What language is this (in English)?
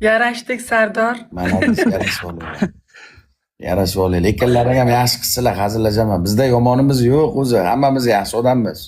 Uzbek